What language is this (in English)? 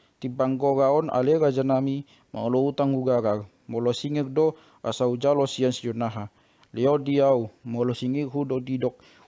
Batak Toba